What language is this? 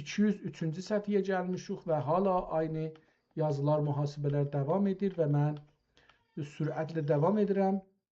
South Azerbaijani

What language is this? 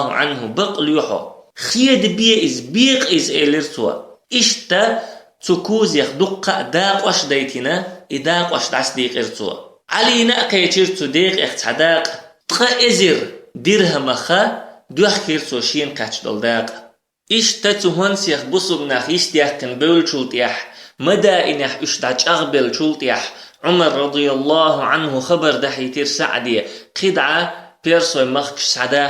Chechen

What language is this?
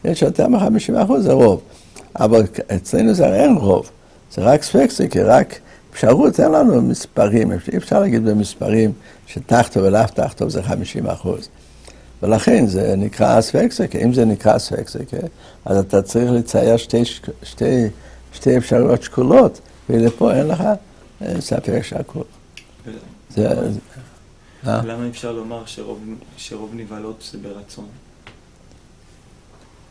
Hebrew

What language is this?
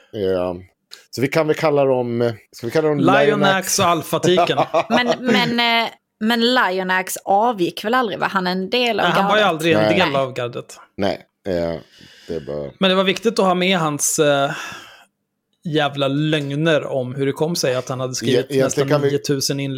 Swedish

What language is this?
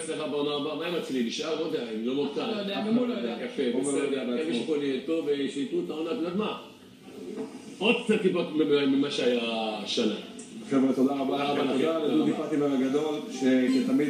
Hebrew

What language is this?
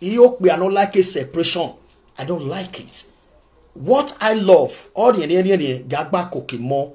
Nigerian Pidgin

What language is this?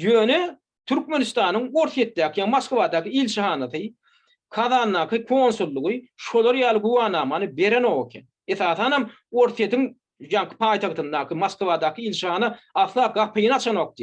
Turkmen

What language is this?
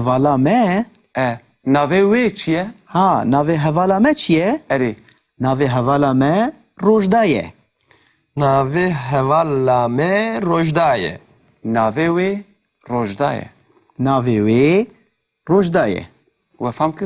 Kurdish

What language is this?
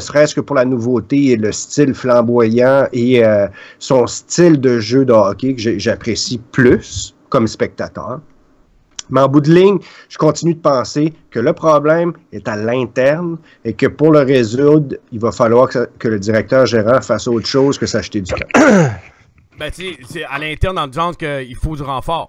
French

